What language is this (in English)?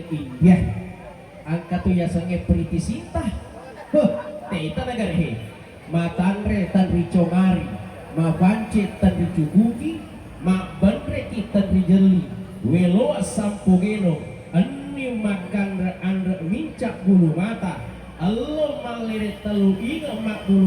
Buginese